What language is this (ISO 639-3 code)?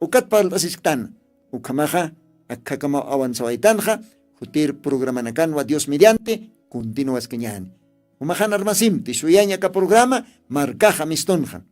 aym